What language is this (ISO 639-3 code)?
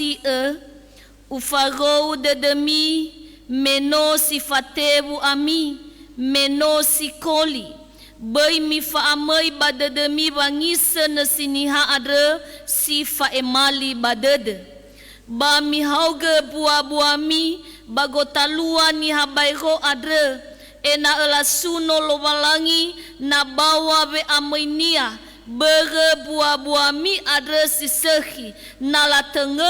nia